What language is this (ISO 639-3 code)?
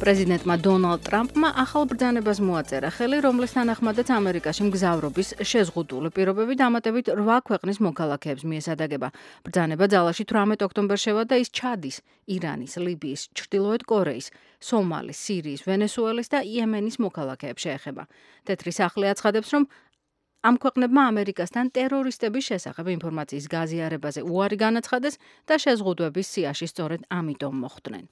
kat